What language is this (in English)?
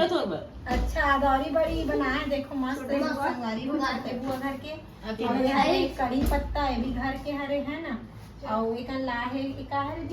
Chhattisgarhi